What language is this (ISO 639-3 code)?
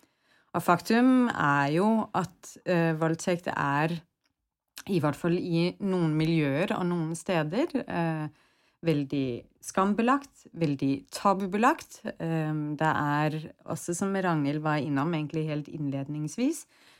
nor